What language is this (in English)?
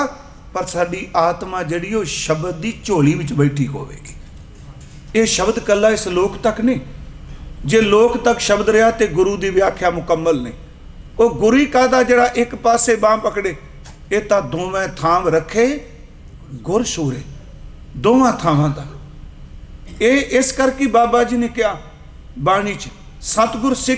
Punjabi